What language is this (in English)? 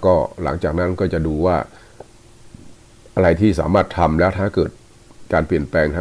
Thai